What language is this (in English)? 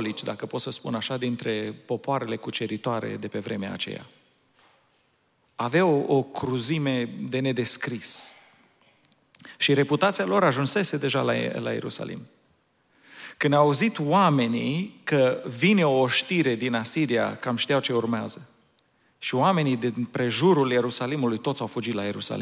Romanian